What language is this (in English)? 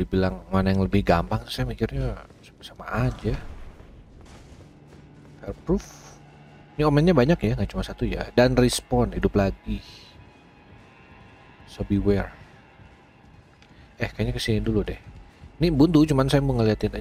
Indonesian